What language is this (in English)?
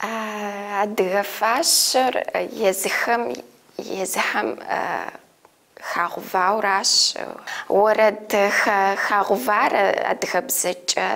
Kabardian